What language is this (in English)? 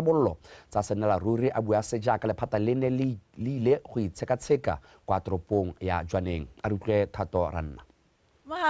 Tswana